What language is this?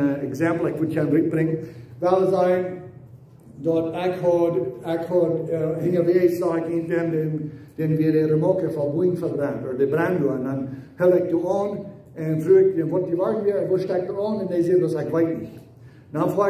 Plautdietsch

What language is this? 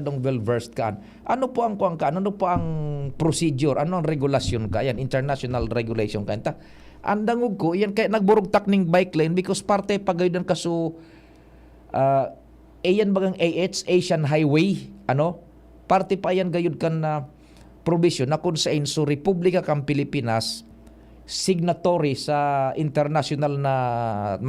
Bikol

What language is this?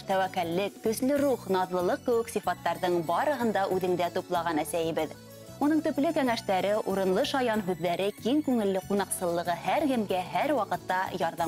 Bashkir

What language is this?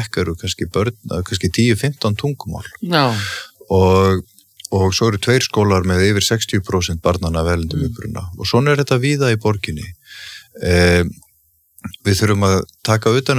Icelandic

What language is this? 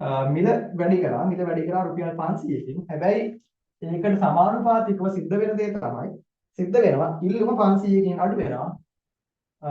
Sinhala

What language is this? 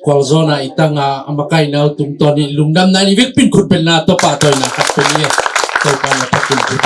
Tedim Chin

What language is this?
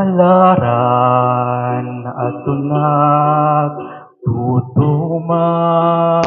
Waray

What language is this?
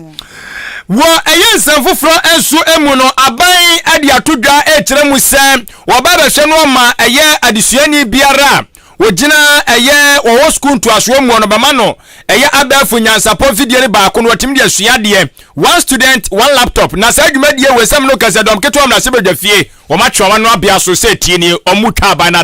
Akan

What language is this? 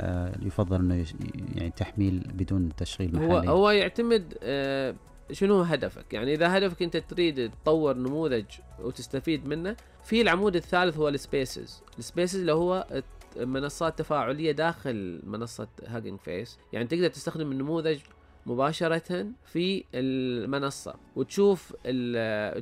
Najdi Arabic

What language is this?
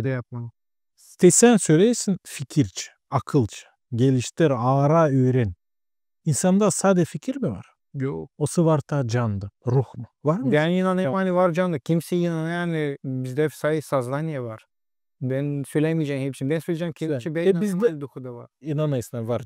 Gagauz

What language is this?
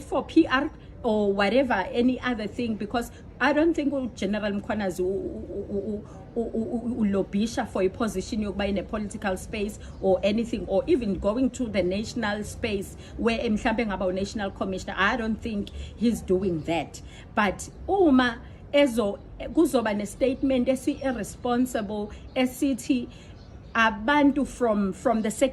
Zulu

